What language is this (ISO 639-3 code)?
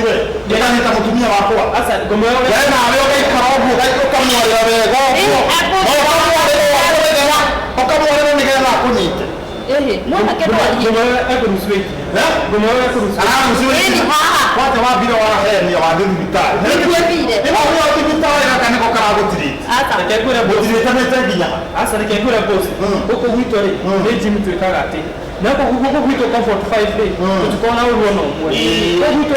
kik